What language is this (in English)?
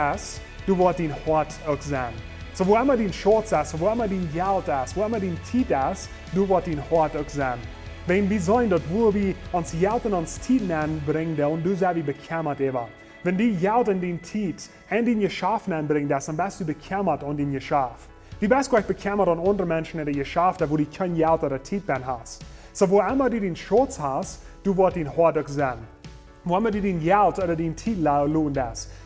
Plautdietsch